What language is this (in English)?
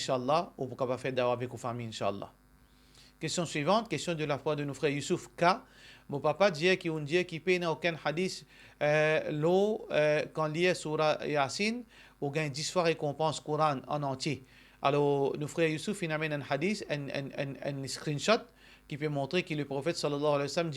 Morisyen